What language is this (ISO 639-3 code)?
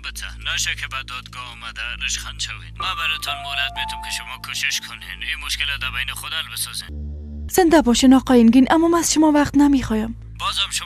fas